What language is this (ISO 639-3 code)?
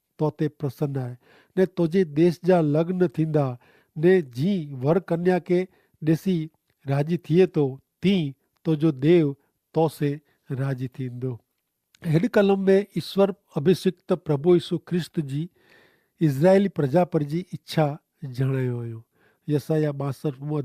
kfr